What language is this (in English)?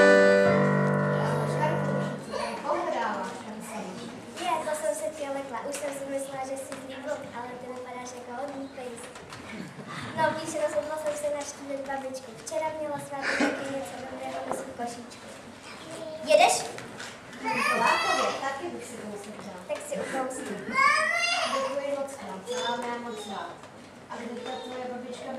Czech